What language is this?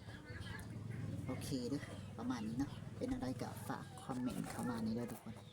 Lao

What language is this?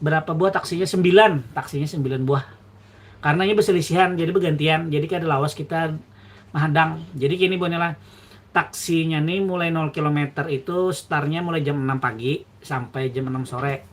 Banjar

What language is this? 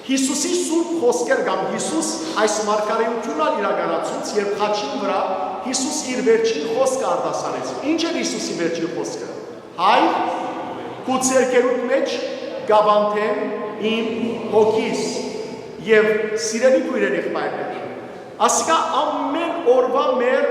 Western Armenian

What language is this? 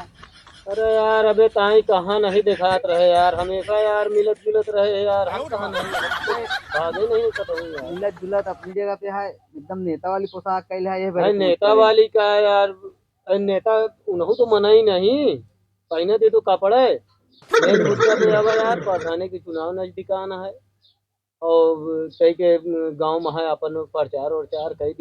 Awadhi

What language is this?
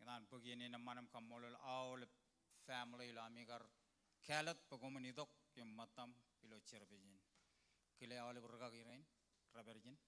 Marshallese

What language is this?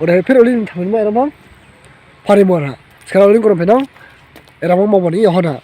Dimasa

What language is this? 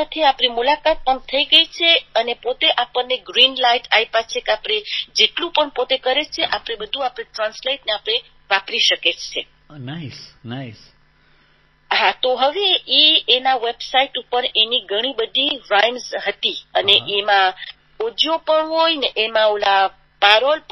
Gujarati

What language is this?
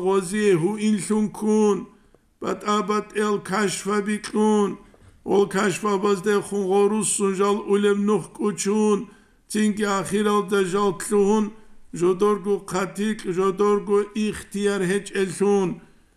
Avaric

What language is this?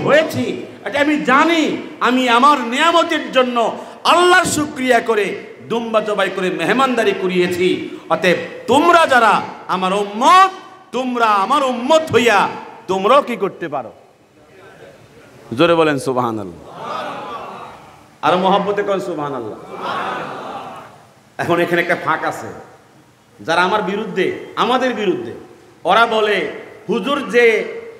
Bangla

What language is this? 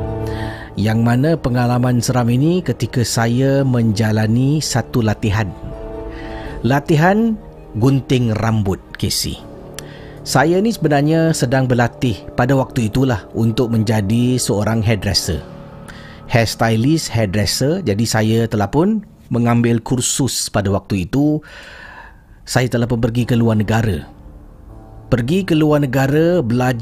Malay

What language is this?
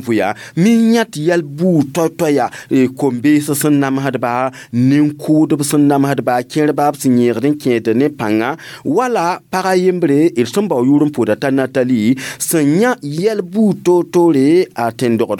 Mossi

